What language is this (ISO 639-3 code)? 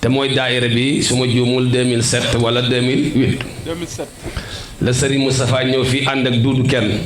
wol